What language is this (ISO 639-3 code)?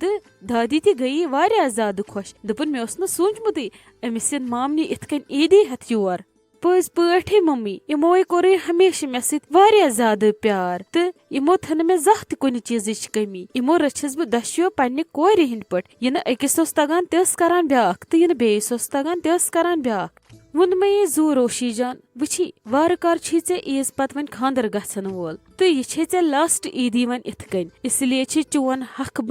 kas